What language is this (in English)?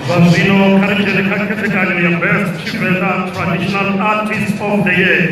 Venda